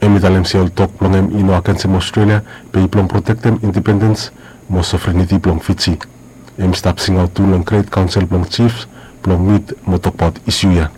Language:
Bislama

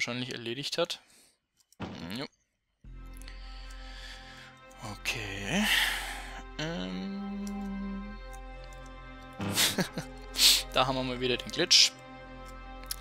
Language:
German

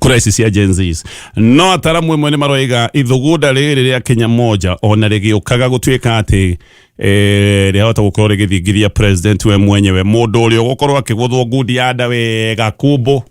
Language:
Kikuyu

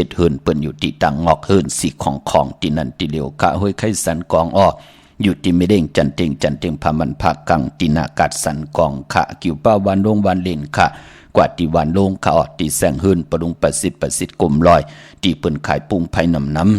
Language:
Shan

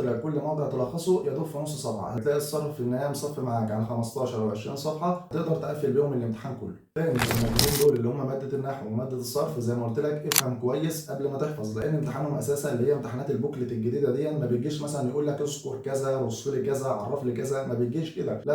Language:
Egyptian Arabic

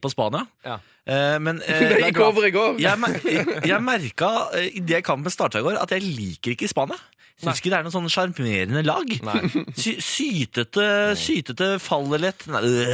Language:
Norwegian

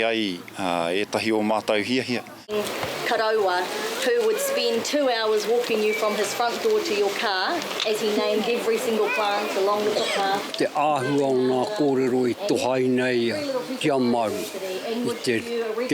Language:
Māori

